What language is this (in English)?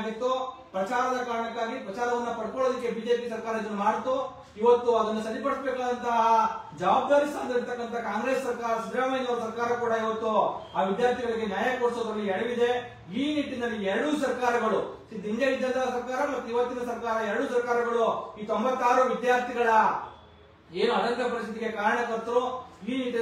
Kannada